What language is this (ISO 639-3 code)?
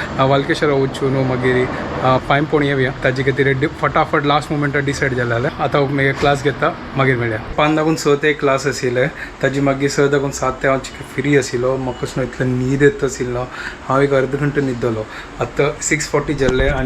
kok